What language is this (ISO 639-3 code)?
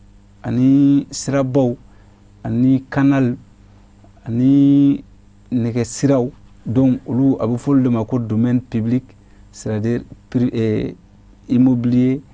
bam